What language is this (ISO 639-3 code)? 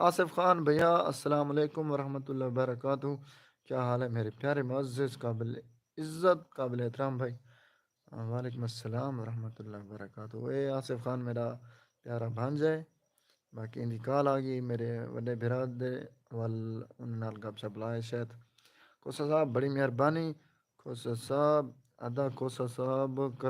skr